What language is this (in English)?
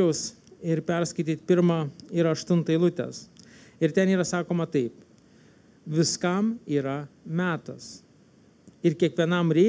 Lithuanian